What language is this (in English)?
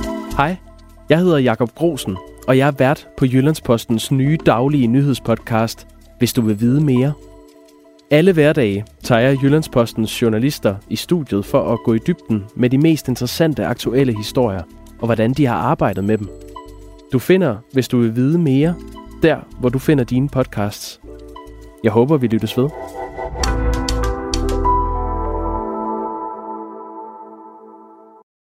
Danish